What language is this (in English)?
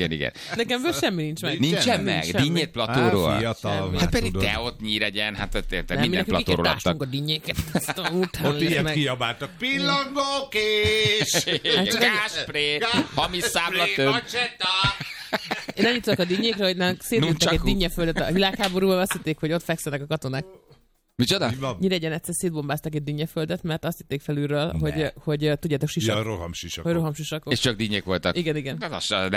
Hungarian